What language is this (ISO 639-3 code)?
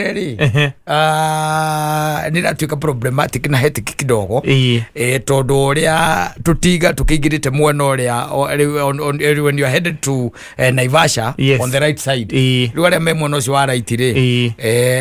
kik